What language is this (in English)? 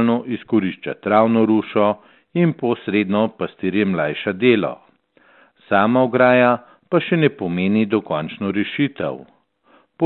Slovenian